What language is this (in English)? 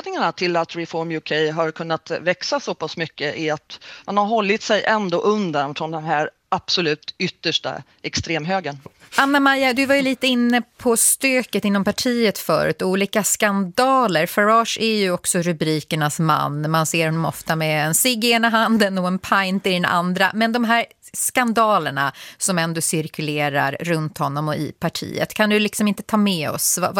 Swedish